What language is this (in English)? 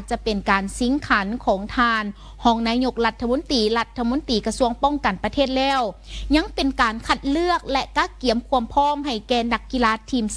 Lao